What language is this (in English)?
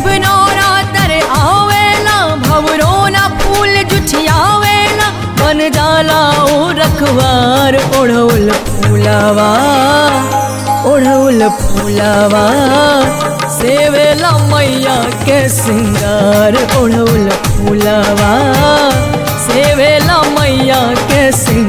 Bhojpuri